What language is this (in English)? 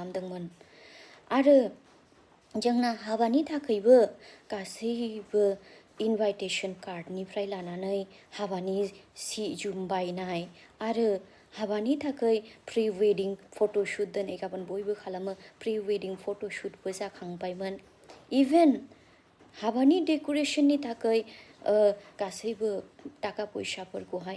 Bodo